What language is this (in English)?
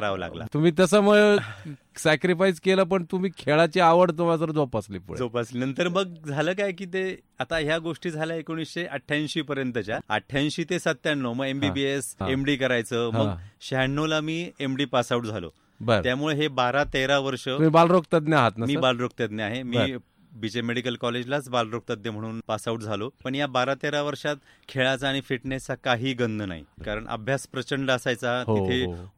Marathi